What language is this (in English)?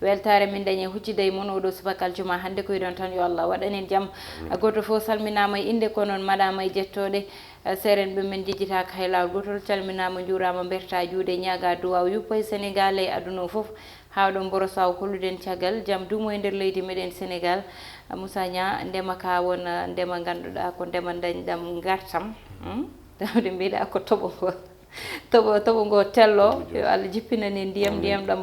Fula